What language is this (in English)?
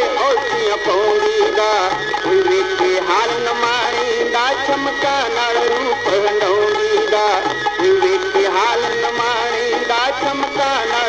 Punjabi